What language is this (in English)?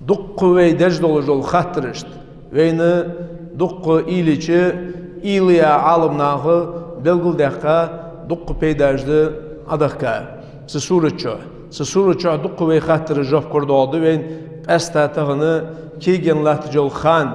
Ingush